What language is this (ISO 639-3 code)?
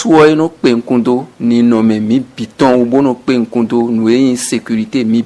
fon